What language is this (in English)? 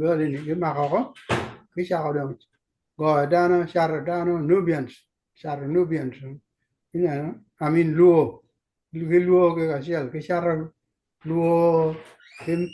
Acoli